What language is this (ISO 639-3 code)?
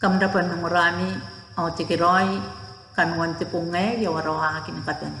gil